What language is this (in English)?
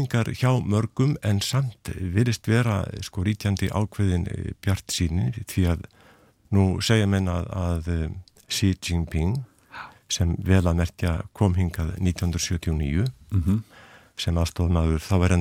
Icelandic